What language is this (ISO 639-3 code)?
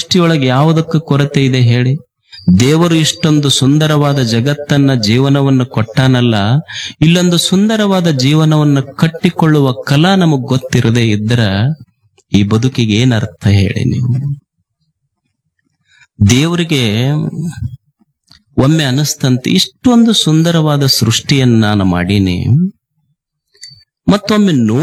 kan